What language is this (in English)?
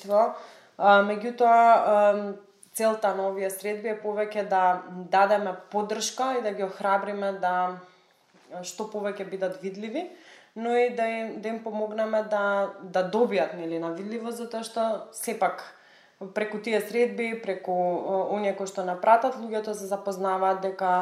Macedonian